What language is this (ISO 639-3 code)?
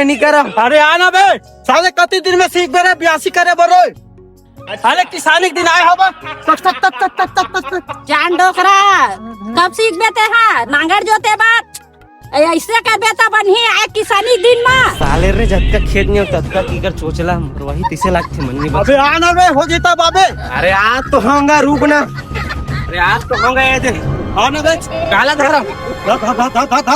hne